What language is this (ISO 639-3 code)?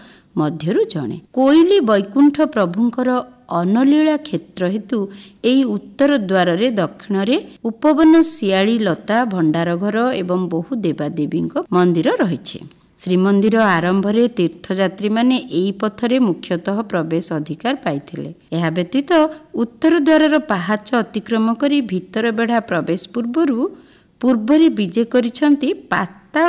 ori